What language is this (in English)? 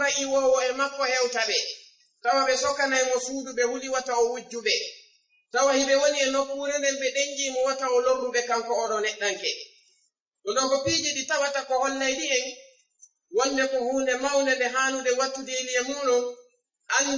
Fula